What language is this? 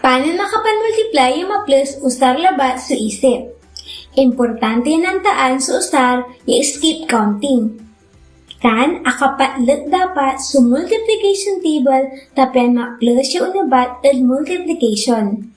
Pangasinan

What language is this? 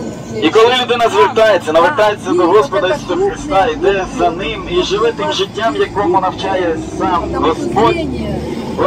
Ukrainian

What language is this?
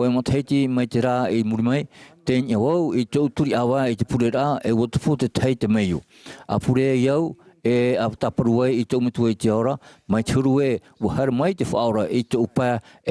Tahitian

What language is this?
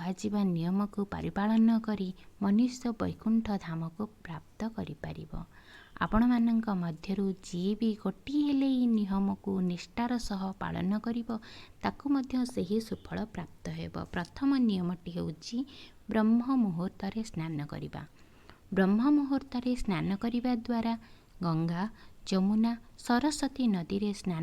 Odia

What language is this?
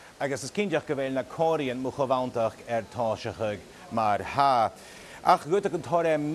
Scottish Gaelic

